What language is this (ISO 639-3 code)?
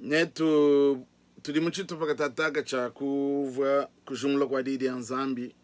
lua